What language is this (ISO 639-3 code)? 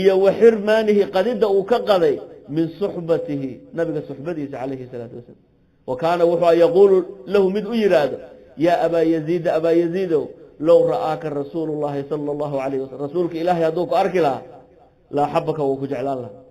som